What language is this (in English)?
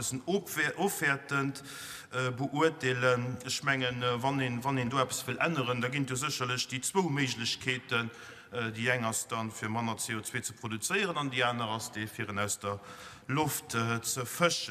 Luxembourgish